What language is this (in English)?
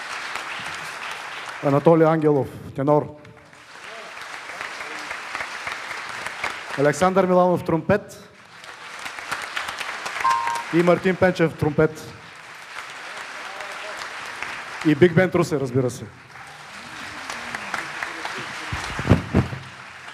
Bulgarian